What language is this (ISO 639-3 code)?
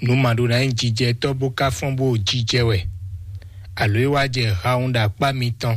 fon